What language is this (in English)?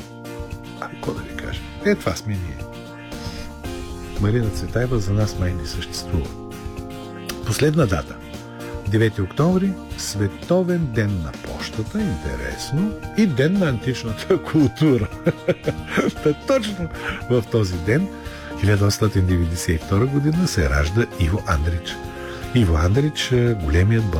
Bulgarian